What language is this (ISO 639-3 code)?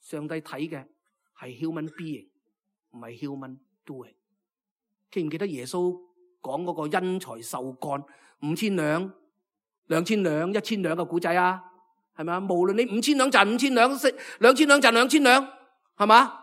yue